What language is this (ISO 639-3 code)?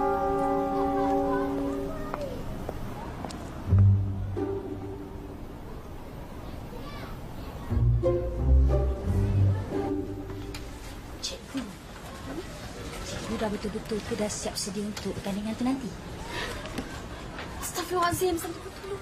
msa